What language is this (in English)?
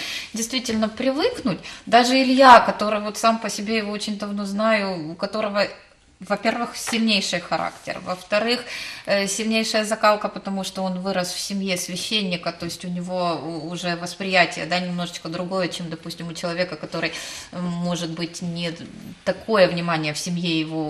Russian